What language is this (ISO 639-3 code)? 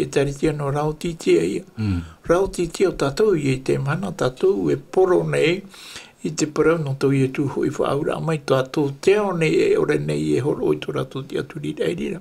tah